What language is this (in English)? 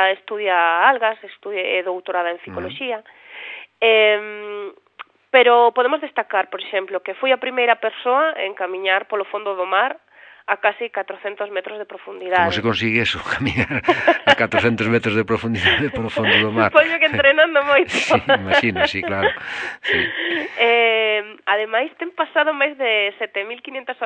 Galician